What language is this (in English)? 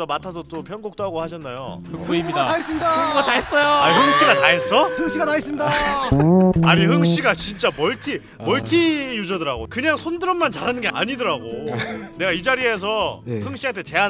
Korean